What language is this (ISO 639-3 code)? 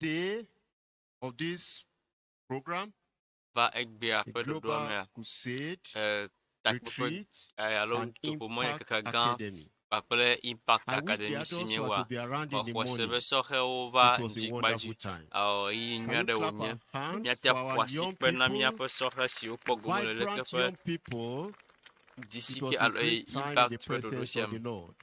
ewe